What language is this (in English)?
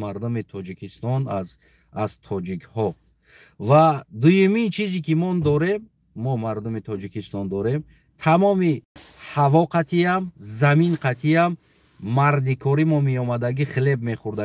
Tajik